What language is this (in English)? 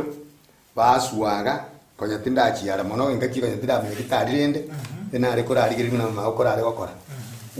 Gusii